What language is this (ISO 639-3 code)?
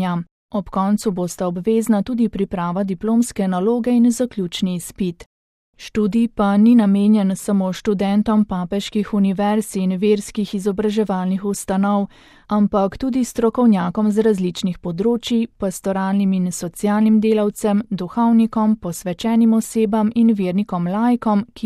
slv